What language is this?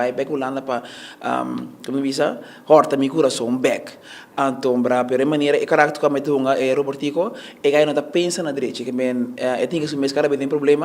Papiamento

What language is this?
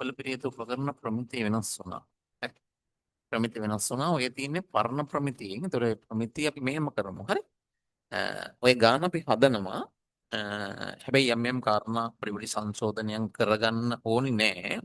Sinhala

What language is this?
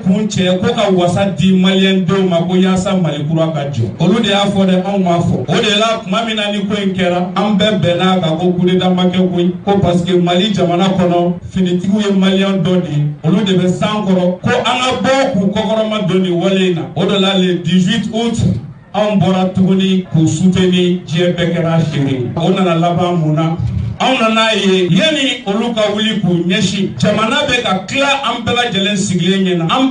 Bambara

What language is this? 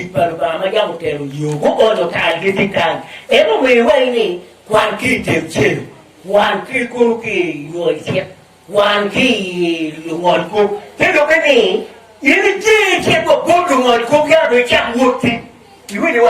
Acoli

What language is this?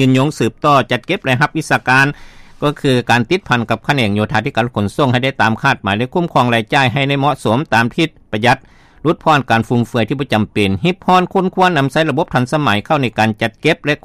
Lao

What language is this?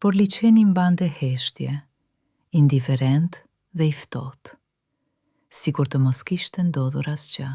Albanian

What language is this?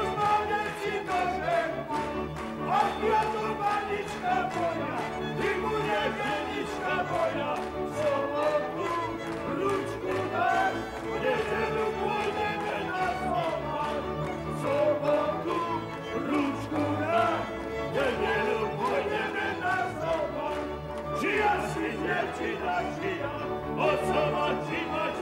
Slovak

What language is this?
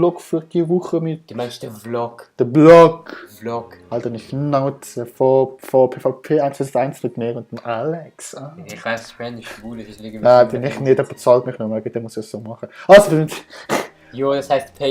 Swiss German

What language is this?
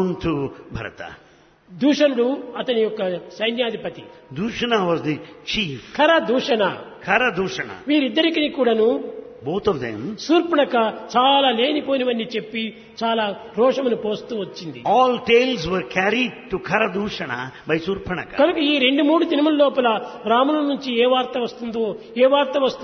Telugu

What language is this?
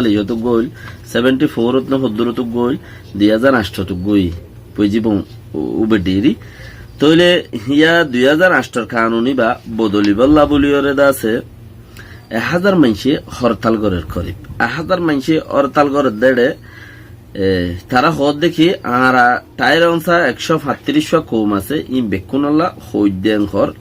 Rohingya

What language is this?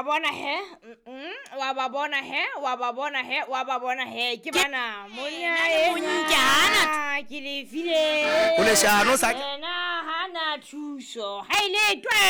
Southern Sotho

